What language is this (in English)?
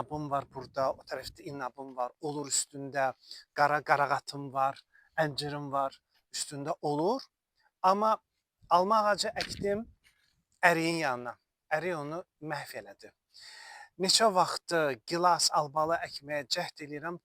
Azerbaijani